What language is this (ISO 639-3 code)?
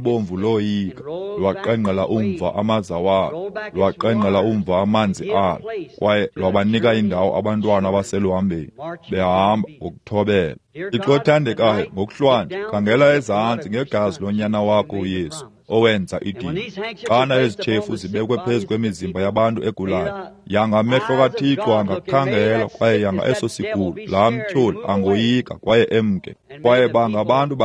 xho